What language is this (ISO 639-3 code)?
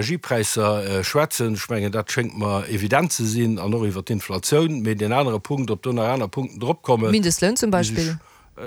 ltz